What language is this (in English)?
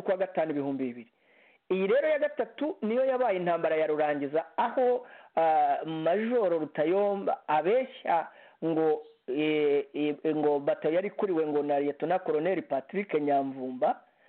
Kinyarwanda